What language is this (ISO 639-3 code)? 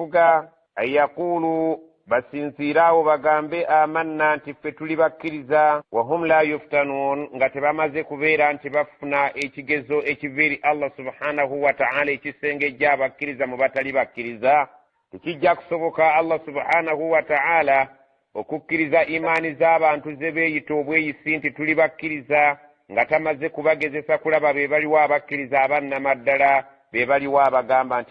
lug